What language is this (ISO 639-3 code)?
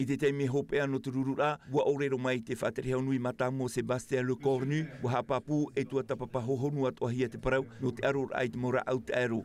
tah